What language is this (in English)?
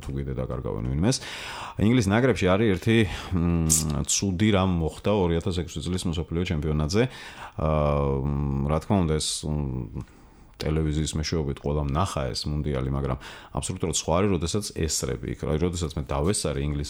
Georgian